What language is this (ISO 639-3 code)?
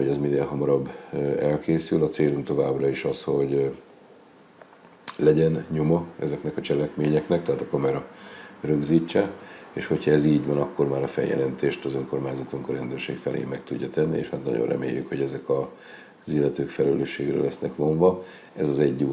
hun